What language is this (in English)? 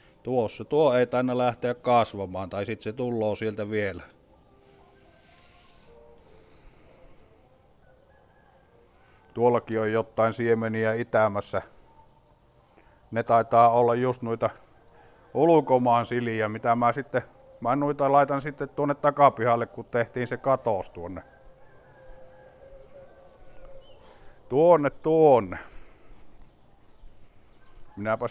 Finnish